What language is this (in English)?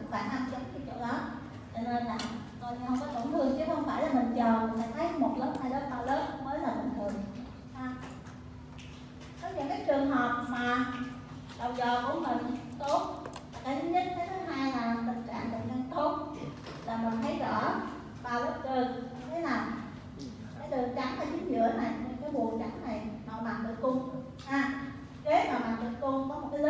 Vietnamese